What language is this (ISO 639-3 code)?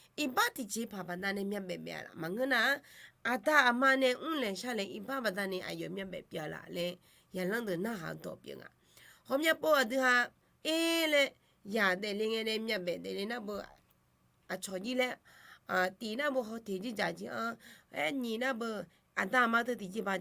ahk